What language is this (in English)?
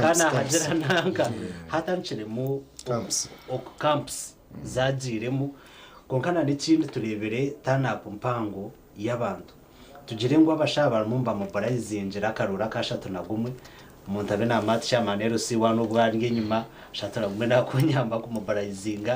Nyankole